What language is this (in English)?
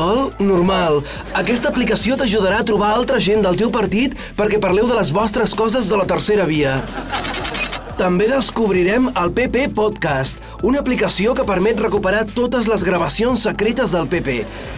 Catalan